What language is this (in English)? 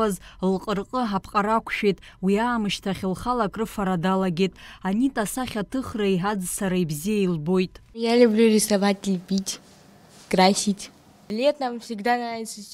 Abkhazian